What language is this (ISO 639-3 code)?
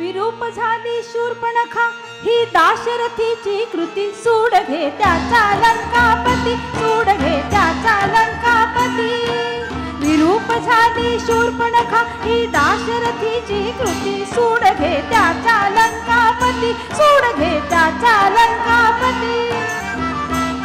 mar